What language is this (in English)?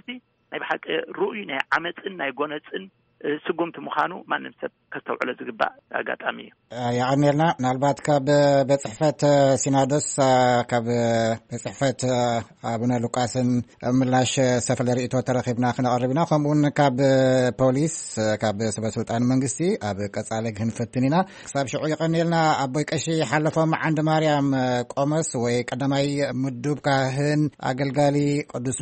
Tigrinya